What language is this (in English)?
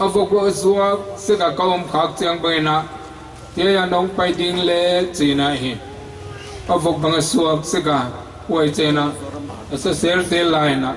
Paite Chin